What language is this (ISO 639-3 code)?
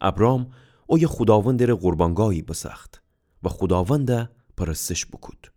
glk